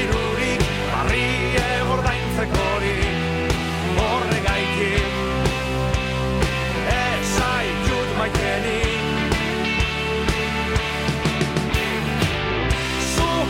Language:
Basque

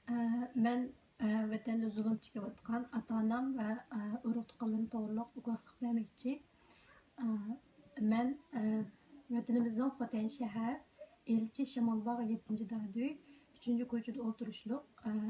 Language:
Uyghur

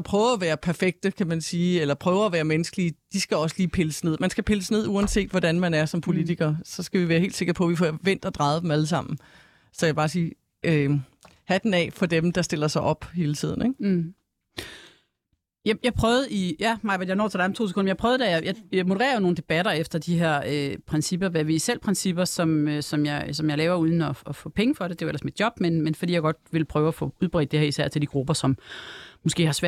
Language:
Danish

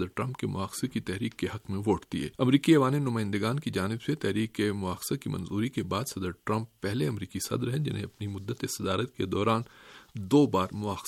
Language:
Urdu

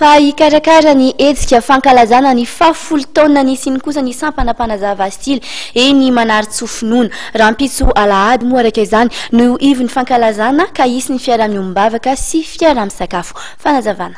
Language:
Malagasy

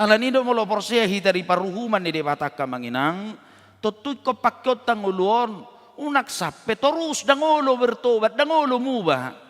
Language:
Batak Toba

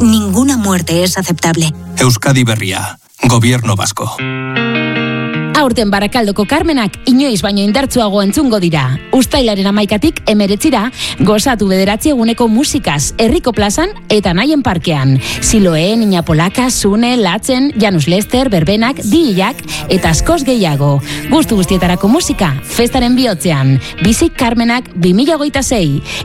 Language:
Basque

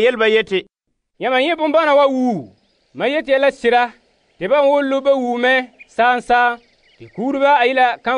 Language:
Frafra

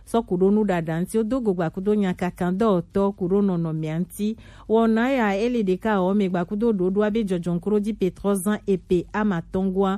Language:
Gen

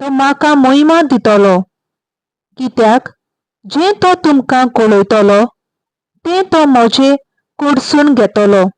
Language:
Konkani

